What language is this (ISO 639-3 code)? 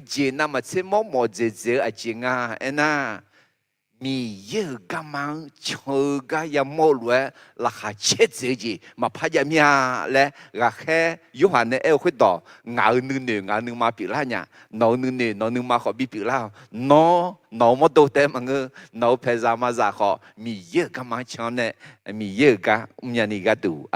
ahk